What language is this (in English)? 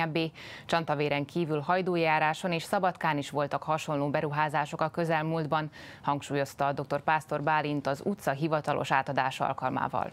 Hungarian